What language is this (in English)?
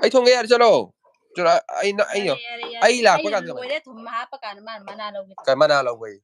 Manipuri